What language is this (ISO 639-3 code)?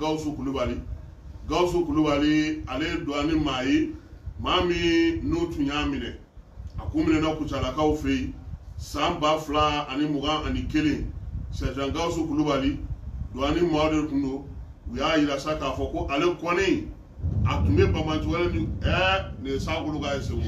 bam